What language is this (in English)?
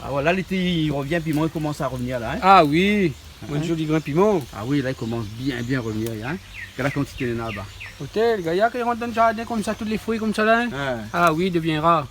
Réunion Creole French